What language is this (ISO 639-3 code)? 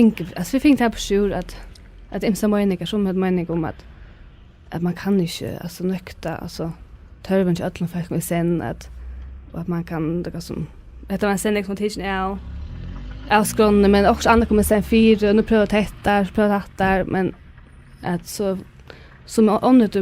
fao